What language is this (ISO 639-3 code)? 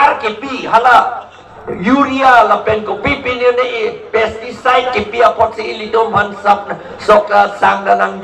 mjw